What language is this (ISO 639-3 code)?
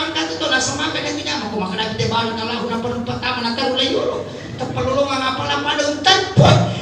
bug